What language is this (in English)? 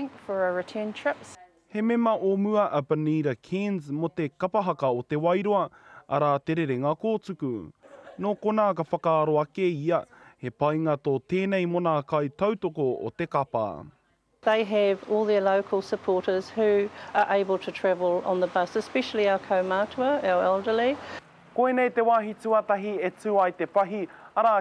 Māori